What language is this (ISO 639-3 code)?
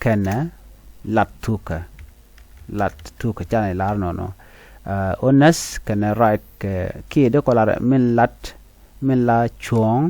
nus